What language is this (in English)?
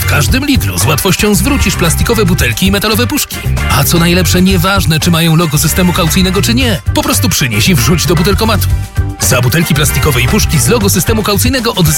Polish